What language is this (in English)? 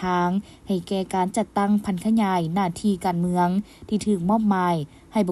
Lao